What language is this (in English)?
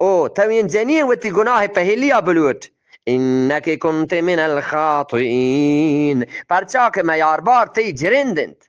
Eastern Balochi